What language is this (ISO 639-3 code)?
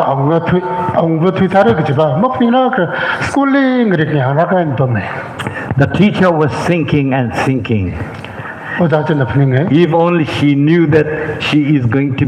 nmf